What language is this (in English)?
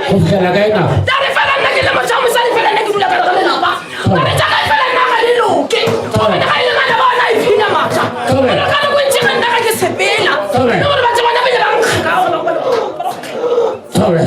Northern Sotho